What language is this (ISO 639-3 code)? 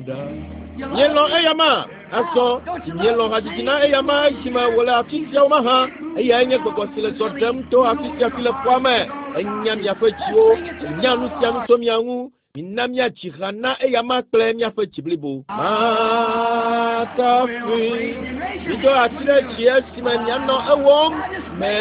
ewe